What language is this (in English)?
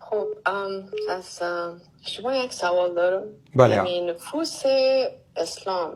Persian